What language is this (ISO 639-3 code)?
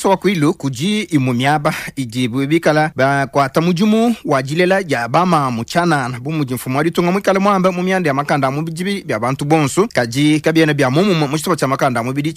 lua